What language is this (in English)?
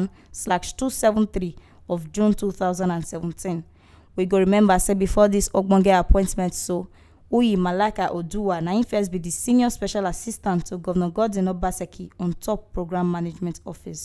Nigerian Pidgin